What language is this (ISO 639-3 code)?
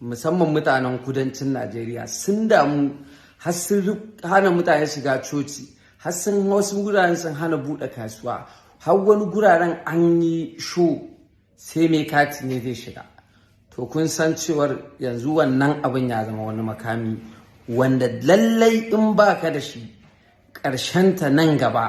hau